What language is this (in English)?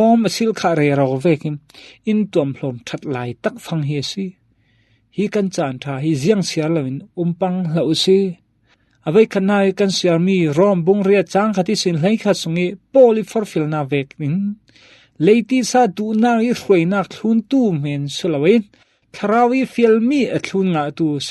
Falam Chin